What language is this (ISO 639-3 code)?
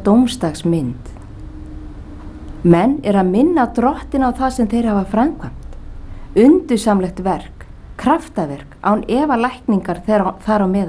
isl